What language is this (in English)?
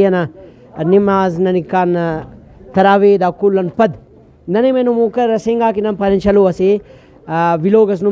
Brahui